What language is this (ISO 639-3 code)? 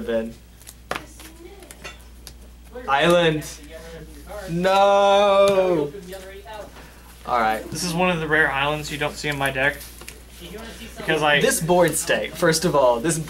eng